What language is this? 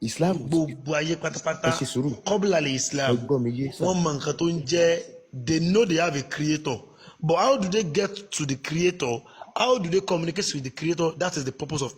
Yoruba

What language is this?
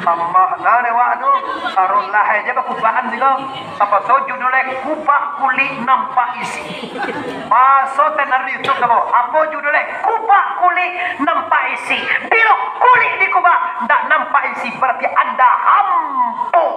Minangkabau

